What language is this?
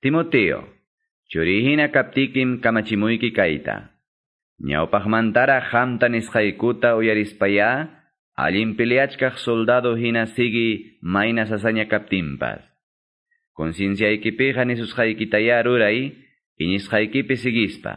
Quechua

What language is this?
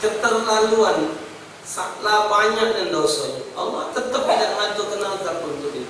Musi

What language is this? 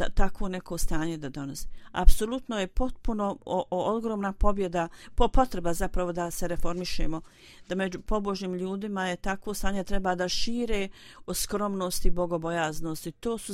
Bosnian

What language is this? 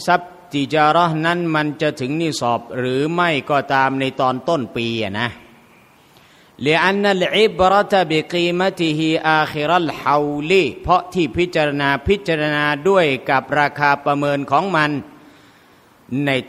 Thai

